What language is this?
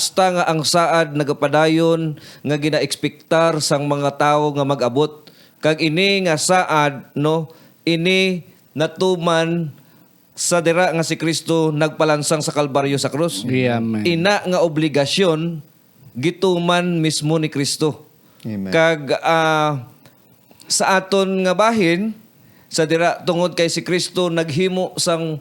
Hiligaynon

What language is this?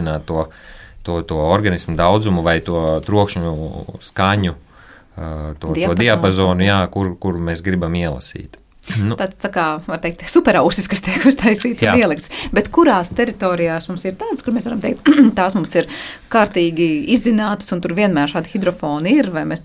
Latvian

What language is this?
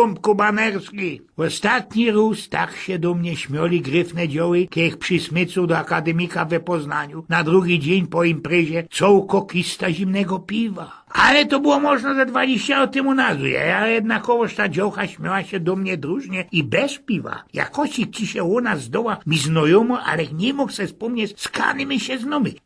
Silesian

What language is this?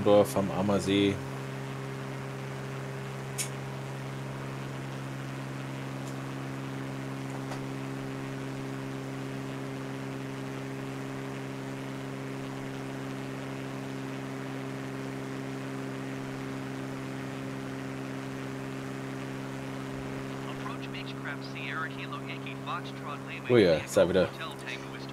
German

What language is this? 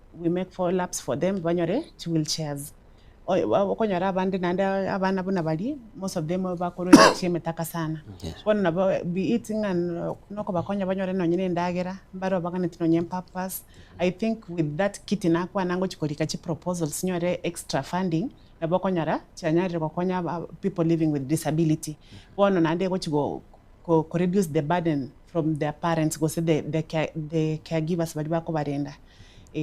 Gusii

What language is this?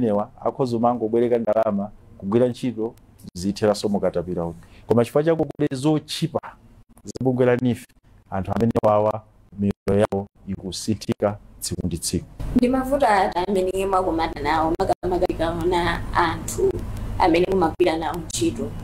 Nyanja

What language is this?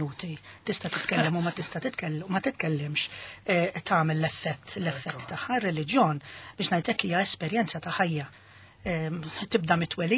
Maltese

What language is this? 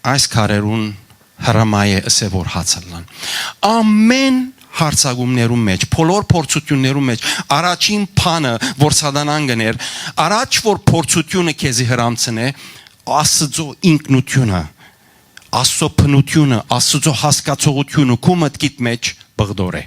Western Armenian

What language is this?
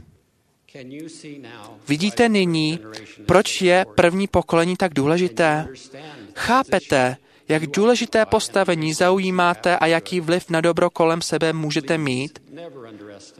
Czech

